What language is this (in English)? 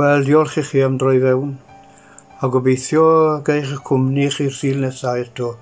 Welsh